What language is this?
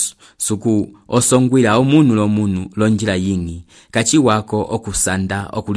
Umbundu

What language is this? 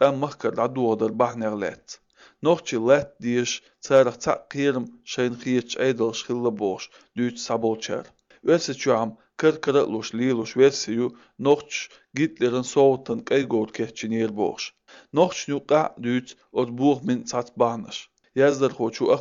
Chechen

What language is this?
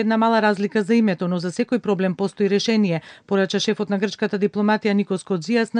Macedonian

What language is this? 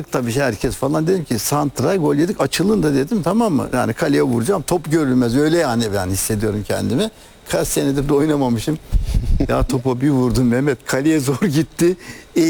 Turkish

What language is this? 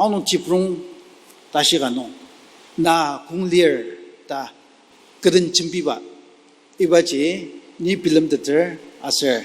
Ao Naga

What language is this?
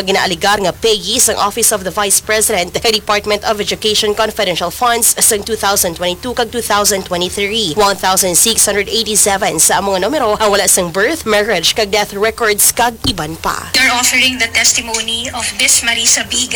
Hiligaynon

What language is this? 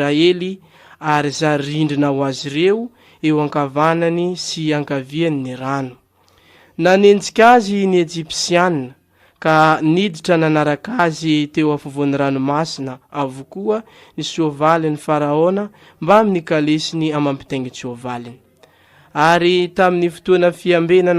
Malagasy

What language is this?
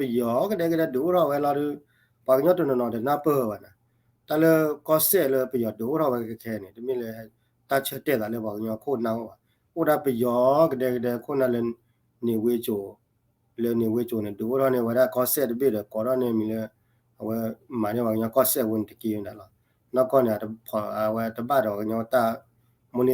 S'gaw Karen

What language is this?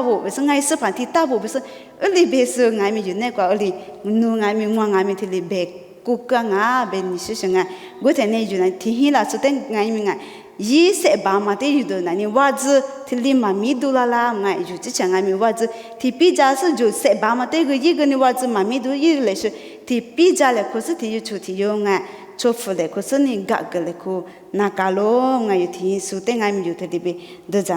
Lisu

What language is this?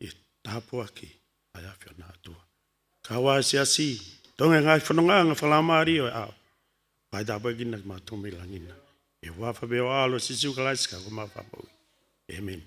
Tongan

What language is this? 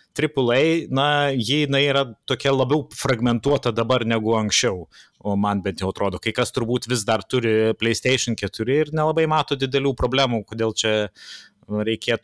Lithuanian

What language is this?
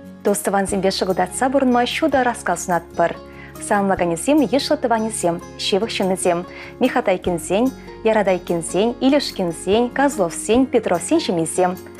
Chuvash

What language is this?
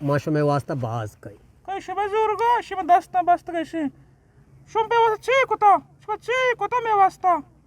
Eastern Balochi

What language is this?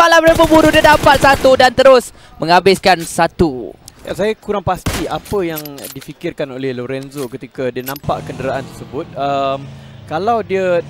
Malay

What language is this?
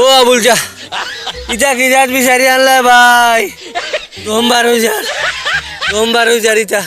Sylheti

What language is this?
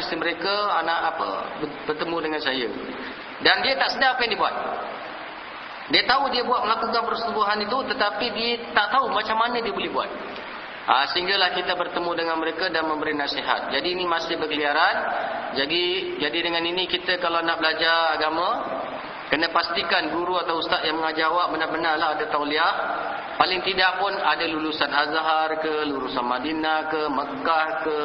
Malay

